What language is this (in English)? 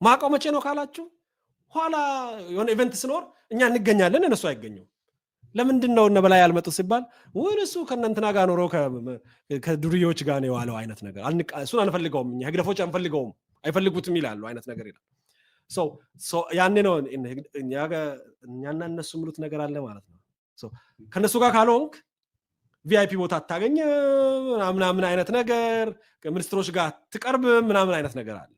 Amharic